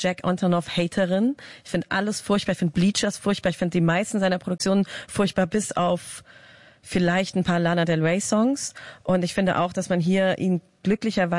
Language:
German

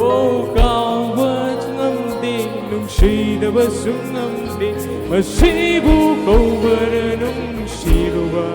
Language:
Manipuri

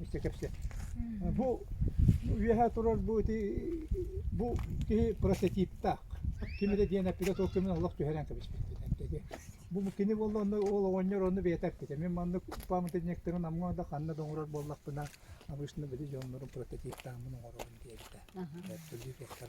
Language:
Yakut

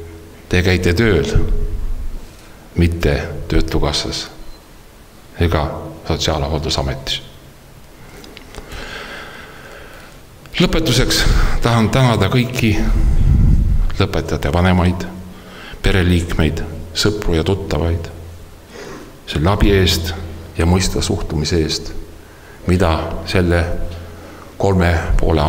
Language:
Estonian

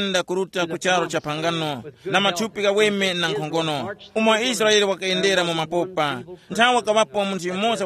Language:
Tumbuka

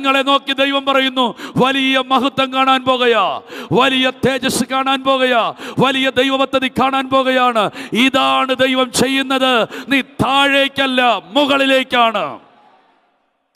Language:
Malayalam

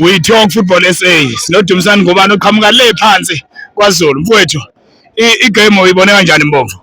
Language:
Zulu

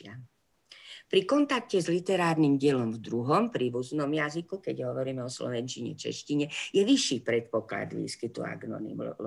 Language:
Slovak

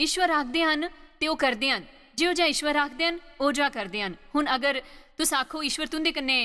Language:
Dogri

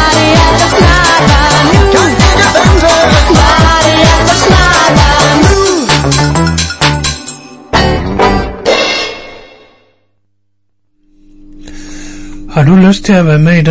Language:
Danish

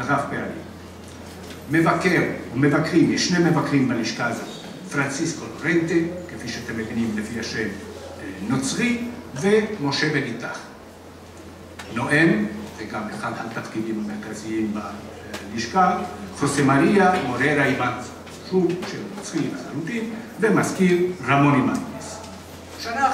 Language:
Hebrew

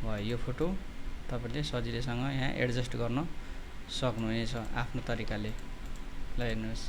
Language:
Nepali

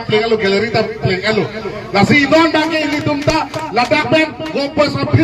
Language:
Karbi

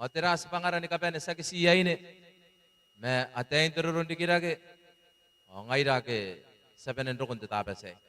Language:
Gilbertese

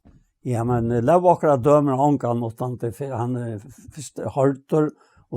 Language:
Faroese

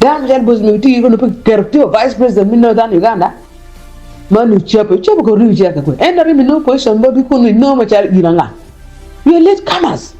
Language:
Acoli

